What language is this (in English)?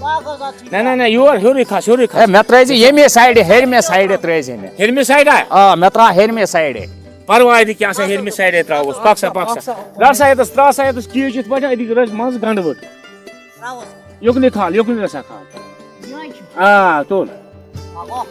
Kashmiri